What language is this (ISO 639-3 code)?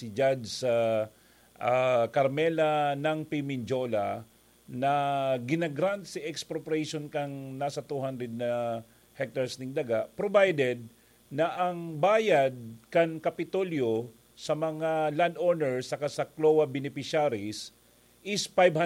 bik